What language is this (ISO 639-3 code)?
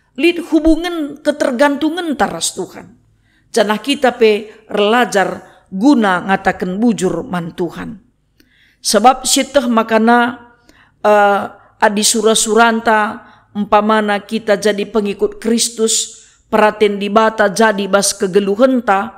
btx